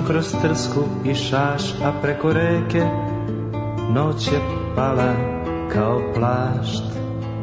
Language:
Serbian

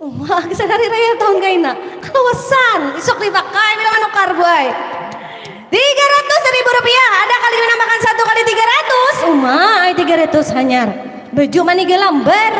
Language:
Banjar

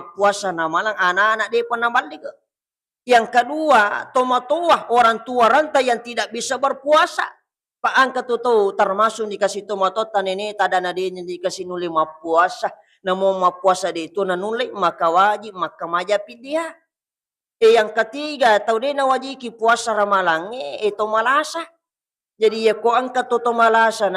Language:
Buginese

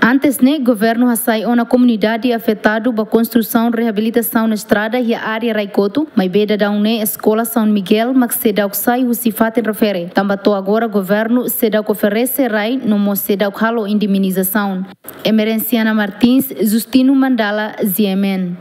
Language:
Tetum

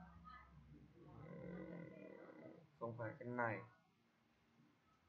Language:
Vietnamese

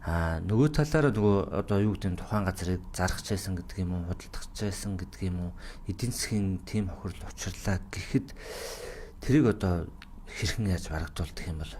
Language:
Mongolian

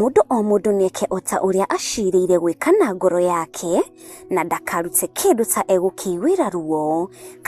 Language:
Kikuyu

